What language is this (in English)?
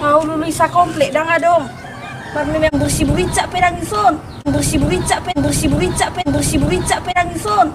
Batak Toba